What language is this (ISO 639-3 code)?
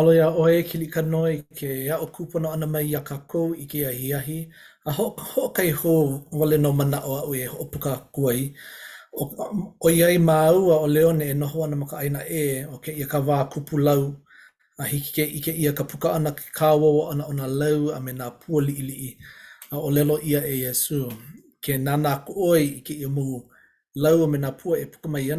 haw